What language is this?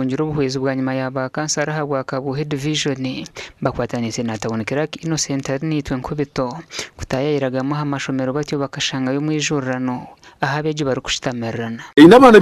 Nyankole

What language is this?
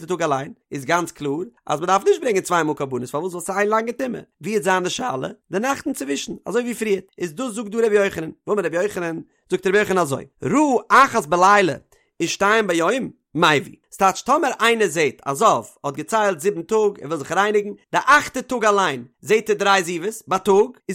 Yiddish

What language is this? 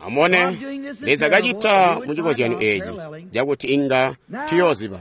Tonga (Zambia)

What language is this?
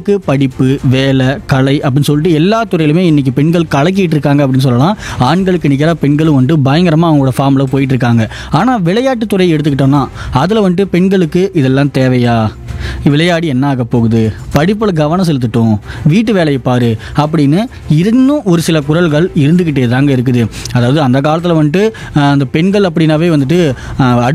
Tamil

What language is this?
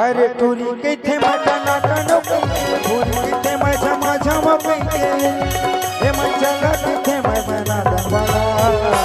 Chhattisgarhi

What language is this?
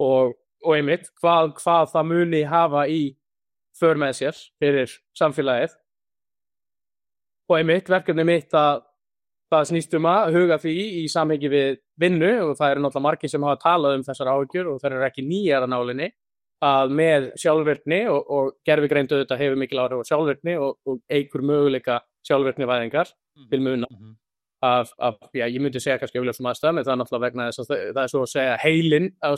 Icelandic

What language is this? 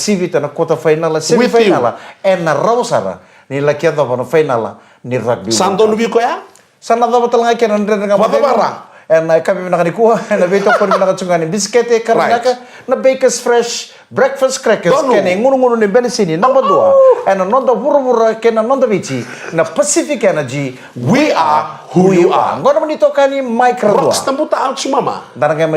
Fijian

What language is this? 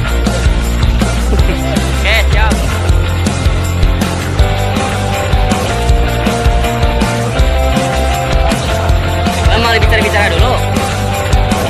Indonesian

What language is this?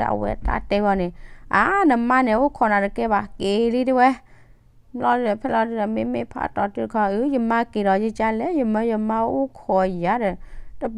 S'gaw Karen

